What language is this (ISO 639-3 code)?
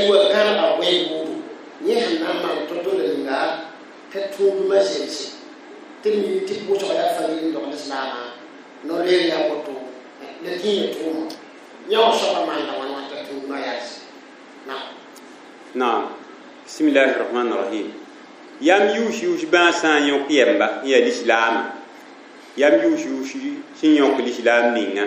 mos